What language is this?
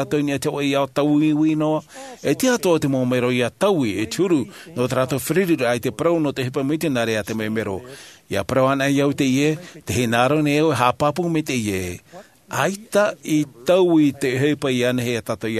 Tahitian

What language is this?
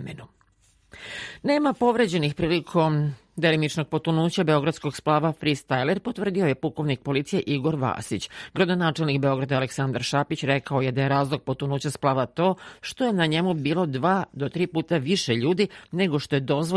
Serbian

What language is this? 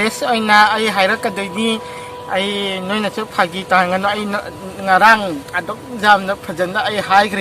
Manipuri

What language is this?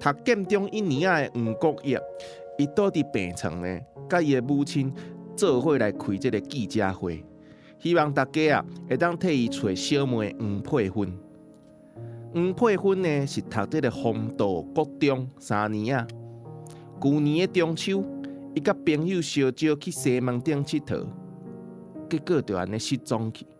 Min Nan Chinese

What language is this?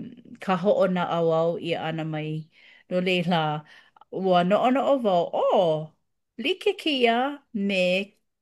Hawaiian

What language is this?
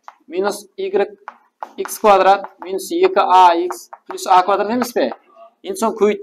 Kara-Kalpak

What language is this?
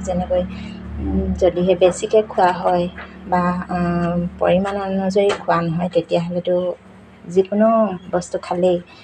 Assamese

